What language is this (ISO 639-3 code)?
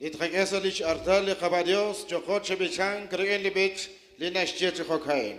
kek